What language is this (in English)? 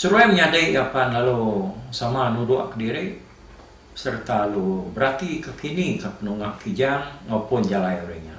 Iban